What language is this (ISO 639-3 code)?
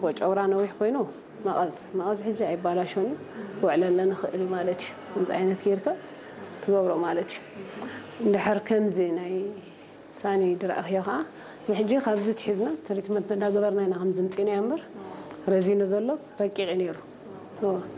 tir